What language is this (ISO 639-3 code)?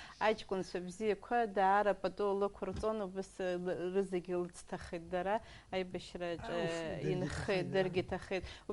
abk